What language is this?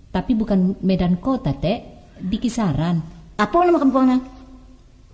Minangkabau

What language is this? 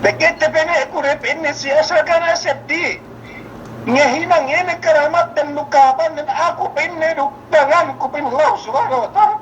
Yakan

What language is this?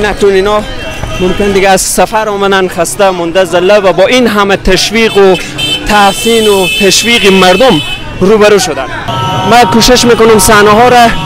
Persian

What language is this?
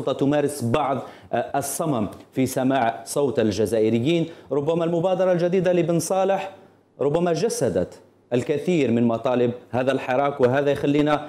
Arabic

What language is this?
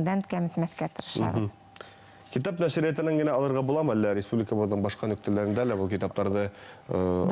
Bashkir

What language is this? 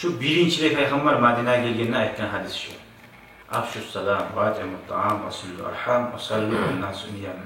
Kumyk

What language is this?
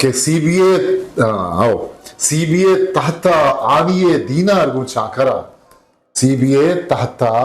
Eastern Balochi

